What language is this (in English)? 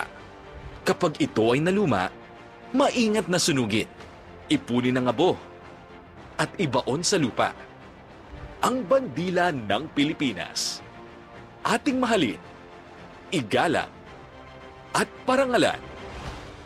Filipino